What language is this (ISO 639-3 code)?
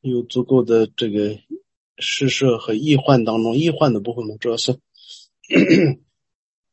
zho